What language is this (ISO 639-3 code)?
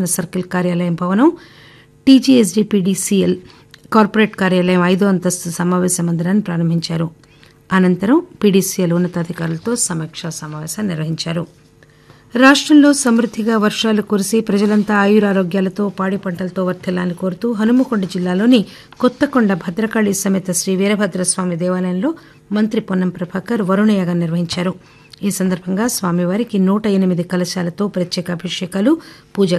tel